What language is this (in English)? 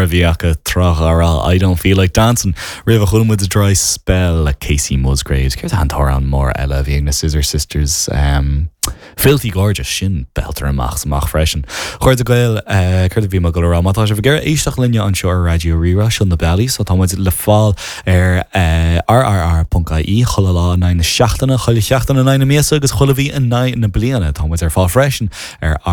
Irish